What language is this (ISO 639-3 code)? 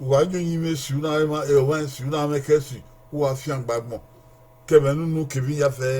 bin